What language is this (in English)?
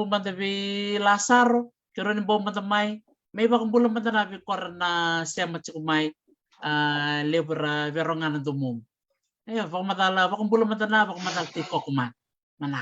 Fijian